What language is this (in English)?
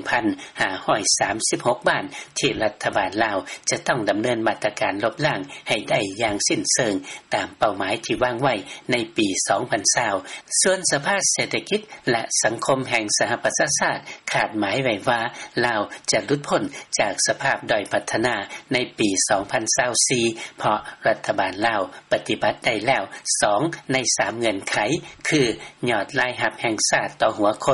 Lao